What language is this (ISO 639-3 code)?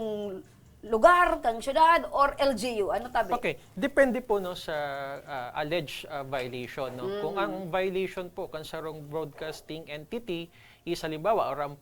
bik